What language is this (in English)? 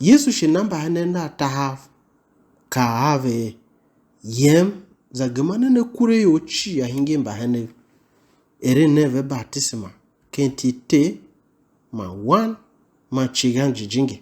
Tiv